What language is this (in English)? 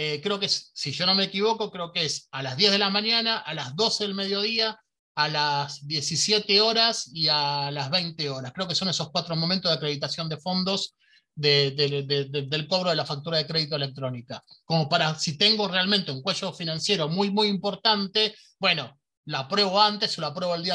Spanish